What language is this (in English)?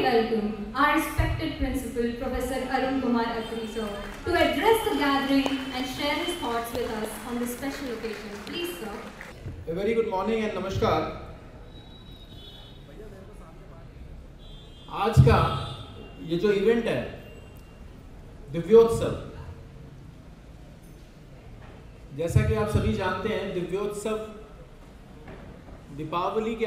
Hindi